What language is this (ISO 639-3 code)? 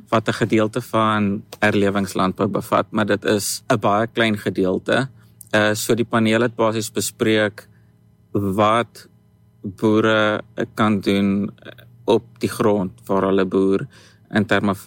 afr